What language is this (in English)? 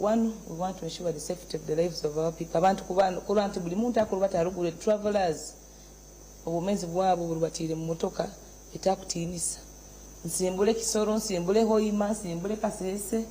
Nyankole